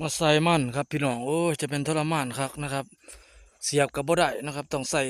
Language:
Northeastern Thai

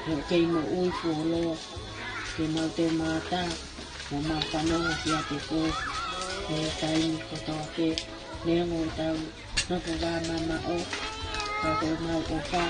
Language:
Tongan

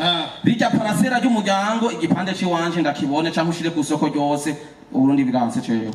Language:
Rundi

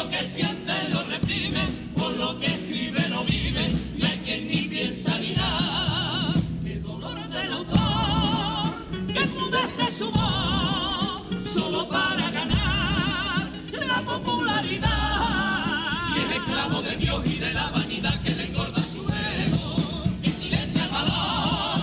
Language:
Spanish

